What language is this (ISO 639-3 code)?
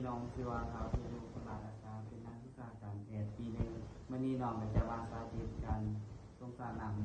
lao